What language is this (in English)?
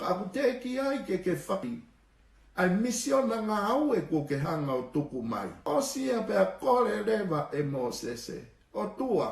Tongan